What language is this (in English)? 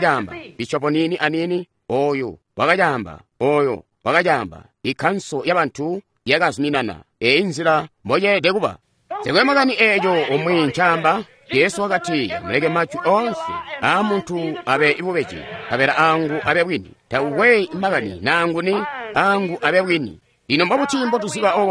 Tonga (Zambia)